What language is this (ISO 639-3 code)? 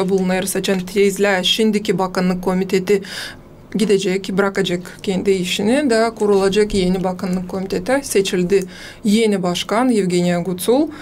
gag